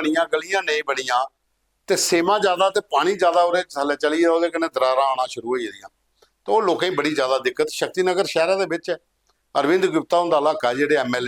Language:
Dogri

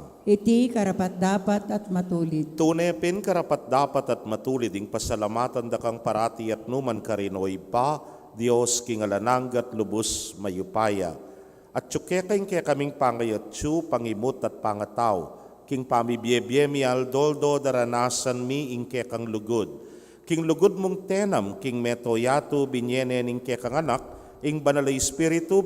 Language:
Pampanga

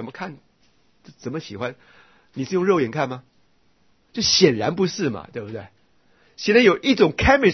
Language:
Chinese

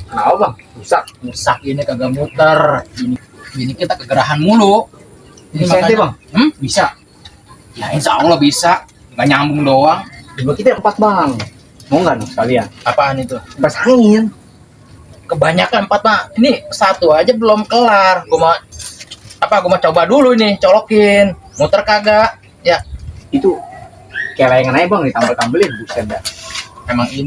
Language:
Betawi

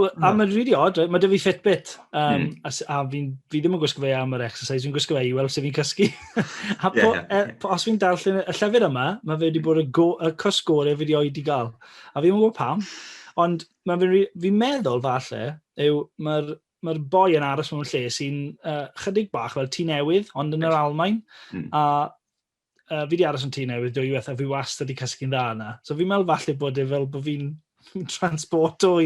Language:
Welsh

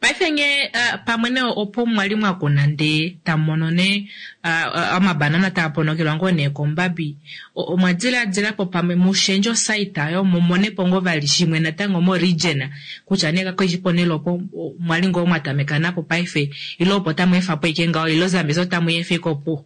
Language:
Kuanyama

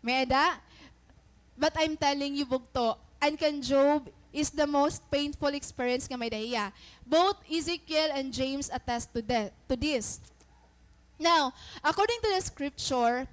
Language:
Waray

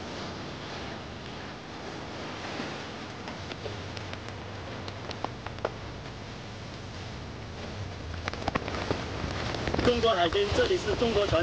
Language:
Chinese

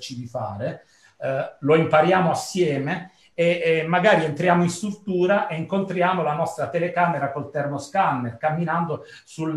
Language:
Italian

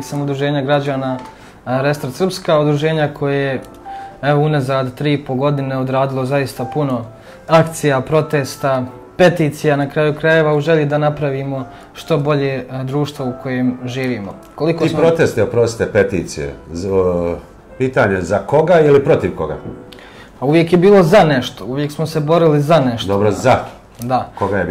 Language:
Serbian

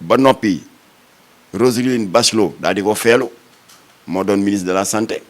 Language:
Wolof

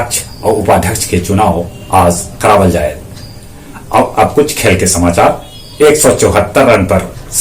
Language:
Magahi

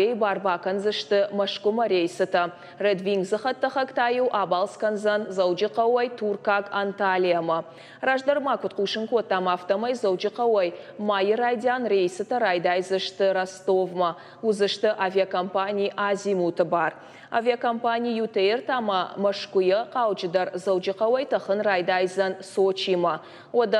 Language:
Ossetic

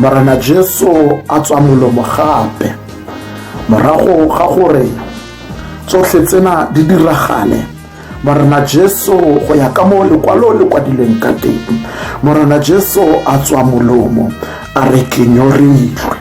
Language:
Tswana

